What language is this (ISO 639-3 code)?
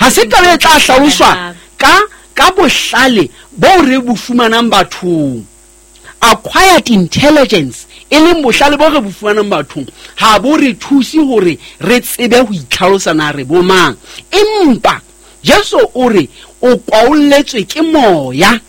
sot